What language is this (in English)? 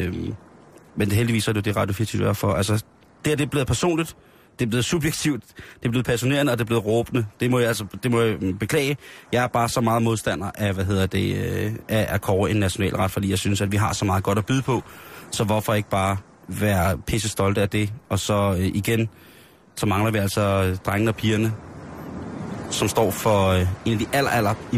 Danish